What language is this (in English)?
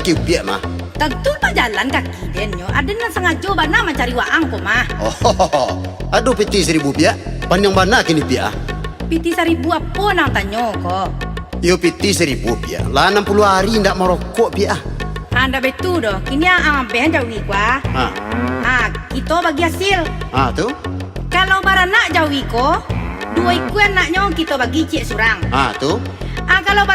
Minangkabau